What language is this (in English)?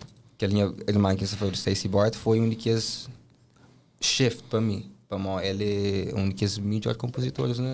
Kabuverdianu